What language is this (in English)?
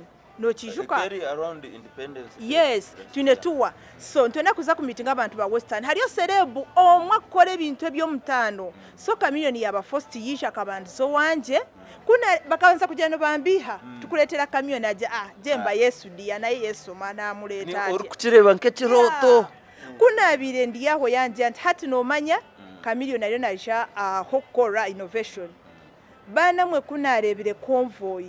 Nyankole